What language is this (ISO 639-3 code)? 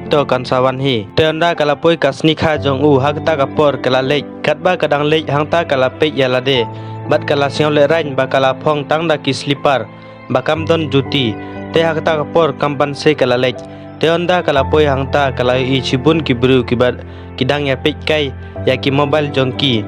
kha